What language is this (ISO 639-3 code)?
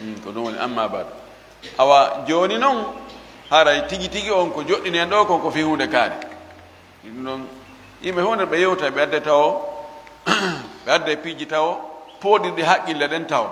ful